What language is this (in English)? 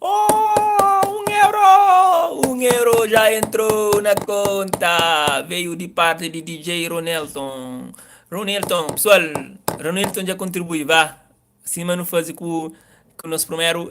Kabuverdianu